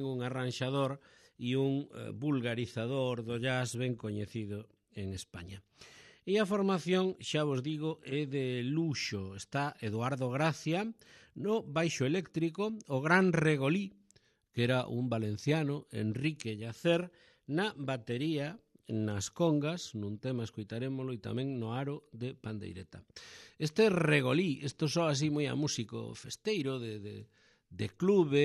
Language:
Galician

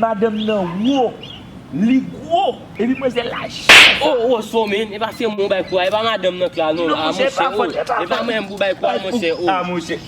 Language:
Haitian Creole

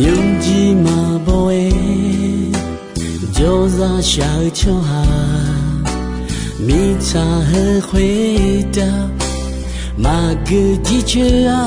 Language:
Akha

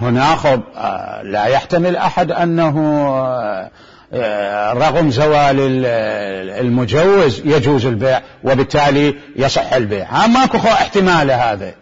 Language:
Mesopotamian Arabic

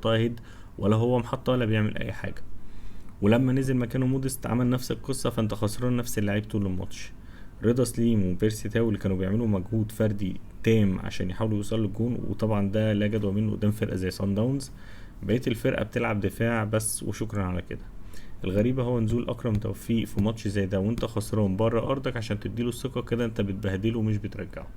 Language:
Egyptian Arabic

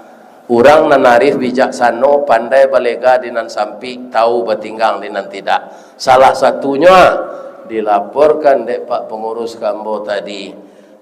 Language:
Minangkabau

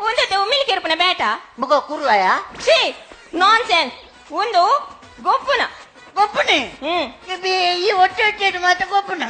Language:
Tulu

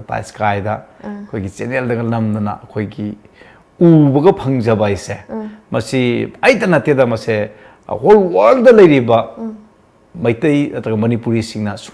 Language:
Manipuri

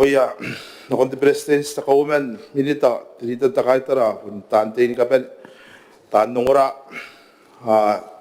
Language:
Gilbertese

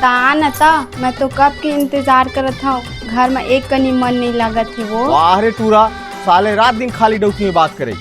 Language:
Chhattisgarhi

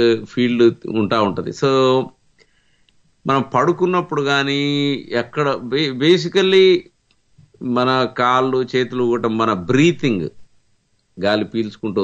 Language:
Telugu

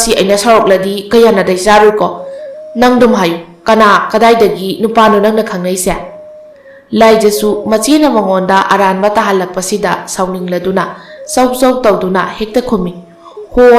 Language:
Manipuri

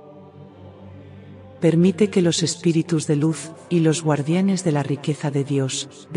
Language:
Spanish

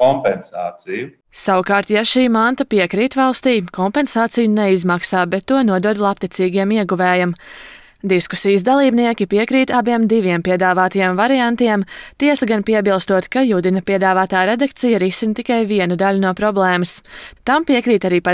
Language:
Latvian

